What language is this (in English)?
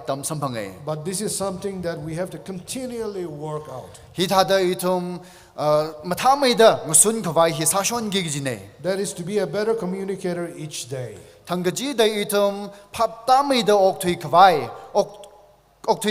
Tangkhul Naga (India)